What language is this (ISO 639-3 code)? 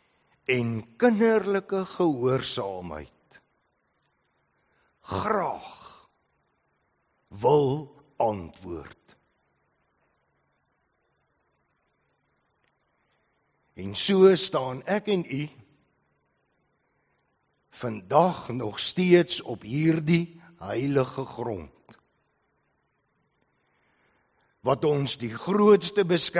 afr